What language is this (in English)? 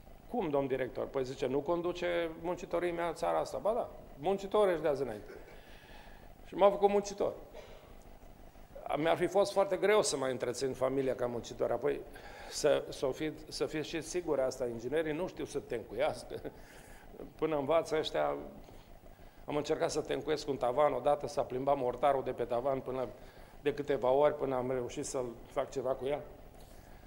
Romanian